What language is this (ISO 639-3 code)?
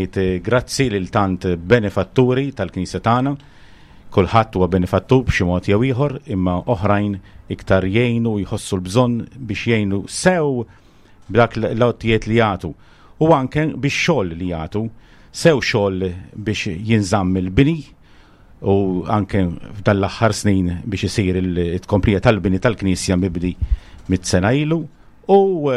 mlt